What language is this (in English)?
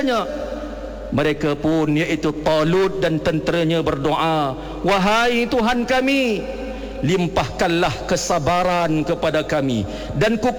Malay